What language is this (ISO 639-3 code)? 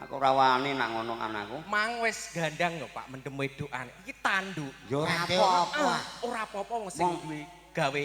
jav